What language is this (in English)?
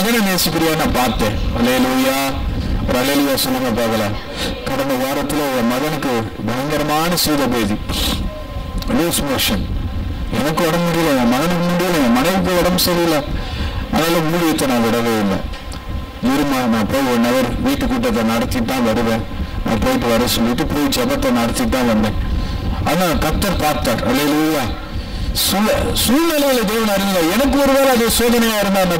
Tamil